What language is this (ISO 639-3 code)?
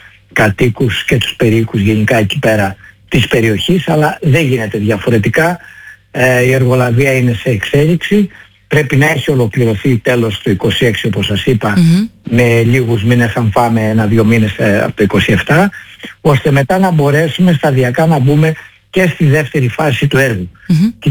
ell